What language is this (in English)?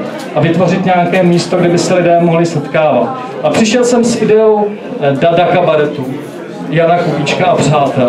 Czech